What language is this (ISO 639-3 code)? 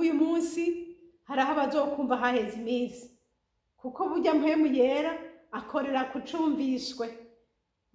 run